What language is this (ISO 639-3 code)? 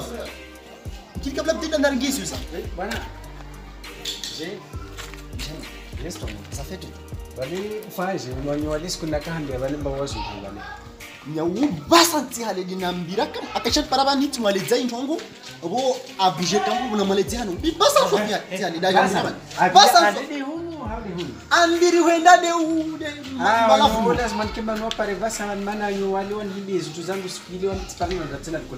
swa